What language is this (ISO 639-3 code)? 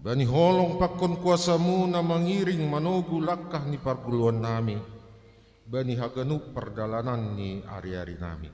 bts